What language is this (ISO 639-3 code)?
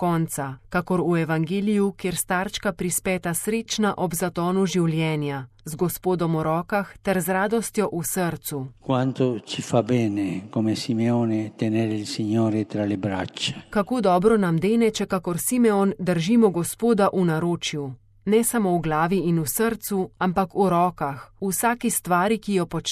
slv